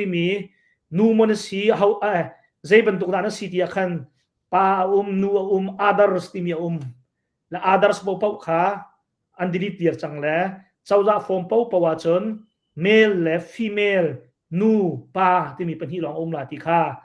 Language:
Hakha Chin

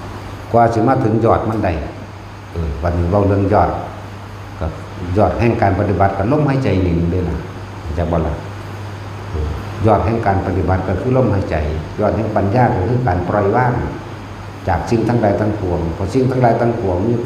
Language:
Northeastern Thai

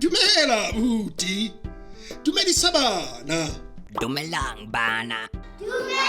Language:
Southern Sotho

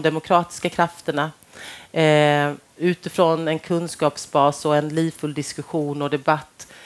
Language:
Swedish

